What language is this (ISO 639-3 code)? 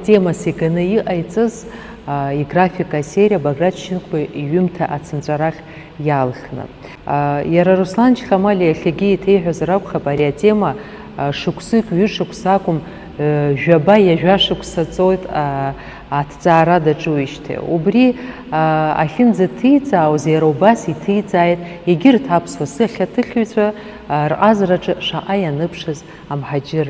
abk